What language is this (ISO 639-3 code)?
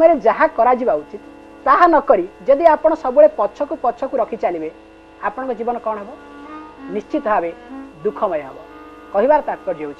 ori